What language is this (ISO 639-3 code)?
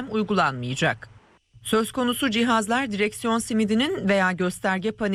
tur